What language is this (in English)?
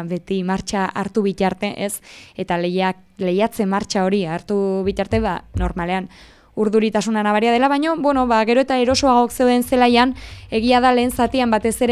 Basque